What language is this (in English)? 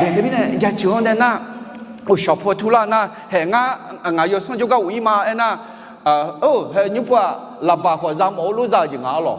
Akha